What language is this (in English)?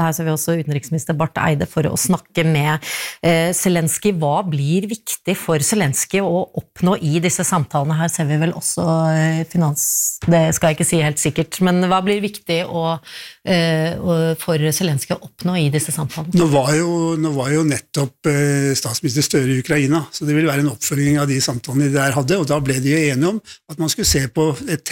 Norwegian